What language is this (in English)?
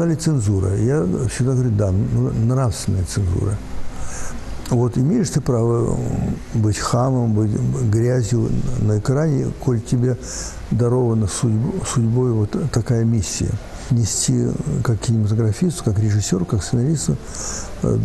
Russian